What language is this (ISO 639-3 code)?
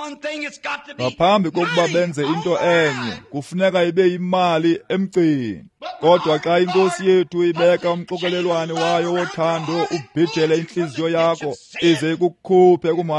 xho